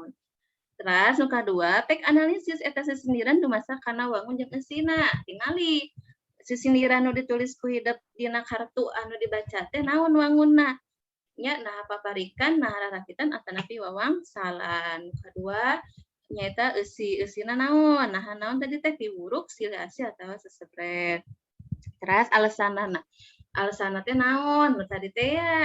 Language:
Sundanese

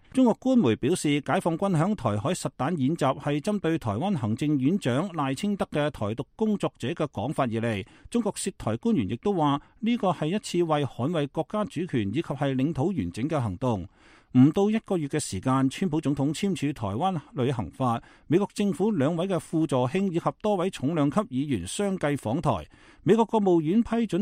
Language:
Cantonese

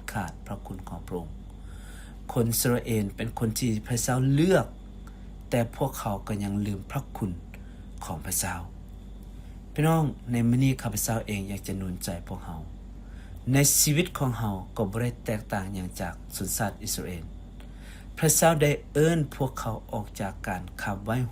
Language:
Lao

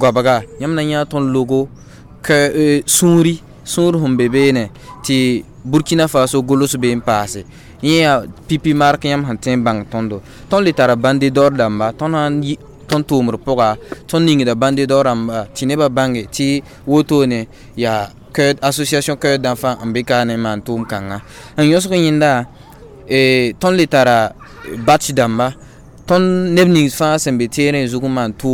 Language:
Mossi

